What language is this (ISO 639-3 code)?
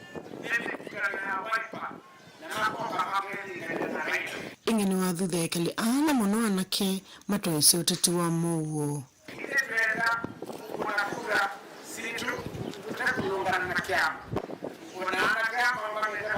kam